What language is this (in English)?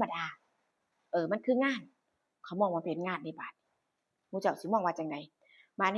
Northeastern Thai